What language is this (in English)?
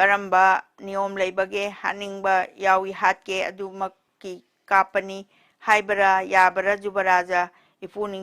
Manipuri